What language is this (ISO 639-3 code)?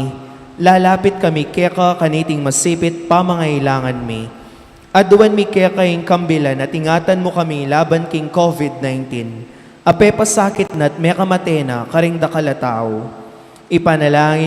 pam